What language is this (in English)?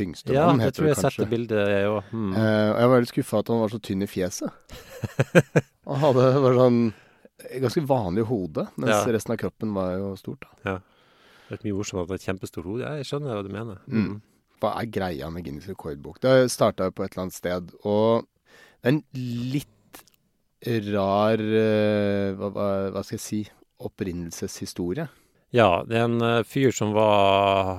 Norwegian